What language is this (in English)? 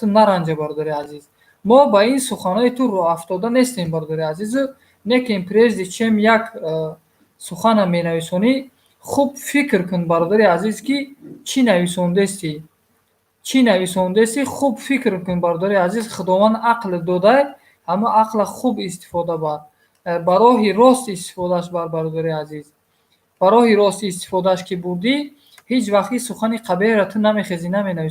Tajik